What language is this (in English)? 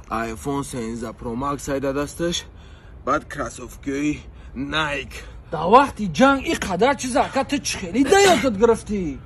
Tajik